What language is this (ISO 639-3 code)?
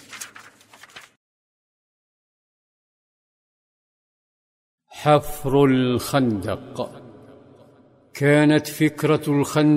ara